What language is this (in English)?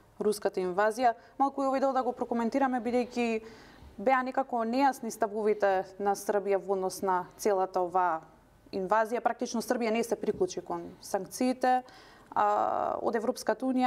Macedonian